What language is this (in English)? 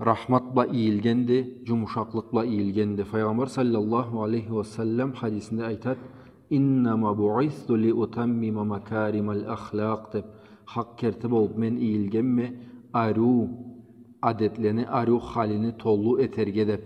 Karachay-Balkar